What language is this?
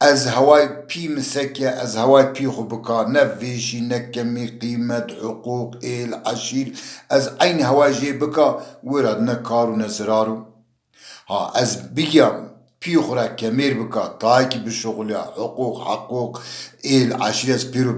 Zaza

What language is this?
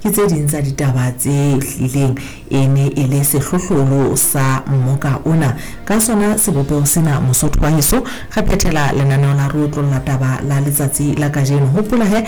Southern Sotho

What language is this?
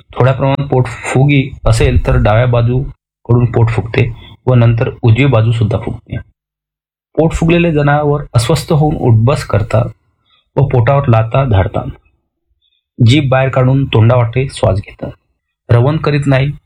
Marathi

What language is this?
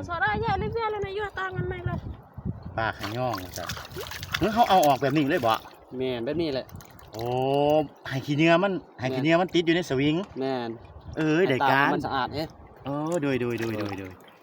Lao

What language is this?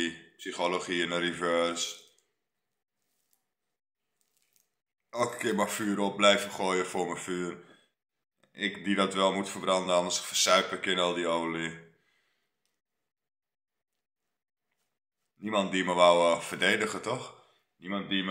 Dutch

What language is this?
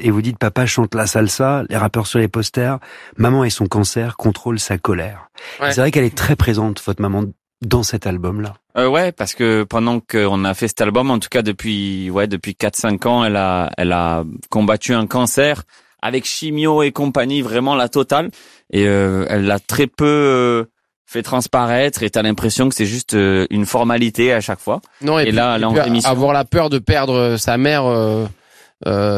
French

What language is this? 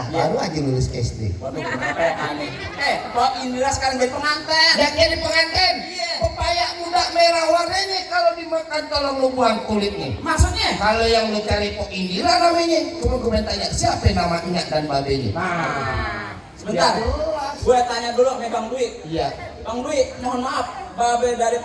Betawi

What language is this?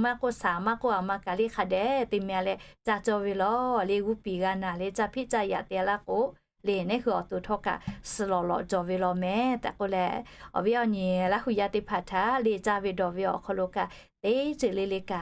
Lahu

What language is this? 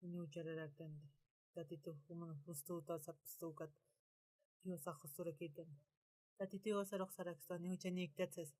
Aymara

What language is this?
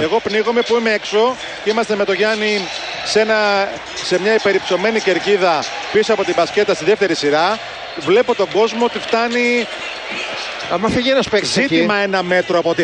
Greek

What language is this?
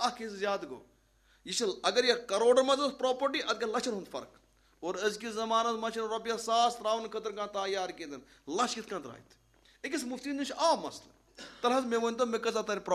Kashmiri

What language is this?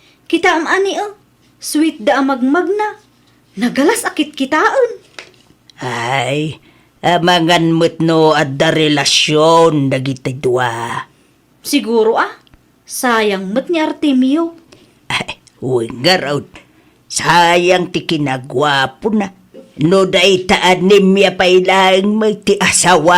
Iloko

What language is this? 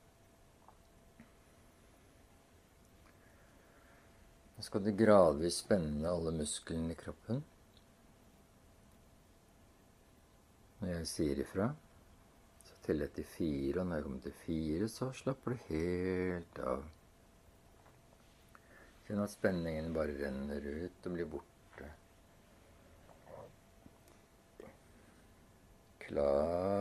Norwegian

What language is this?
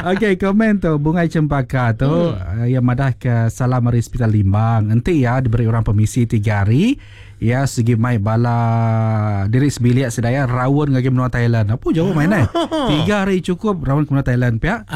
Iban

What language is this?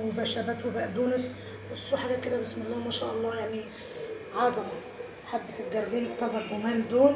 Egyptian Arabic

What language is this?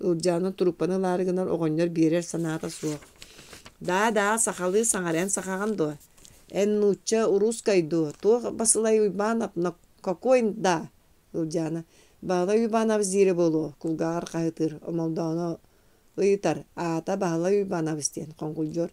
Yakut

